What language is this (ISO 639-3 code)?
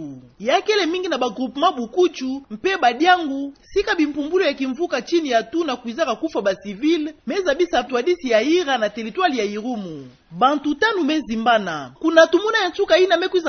ktu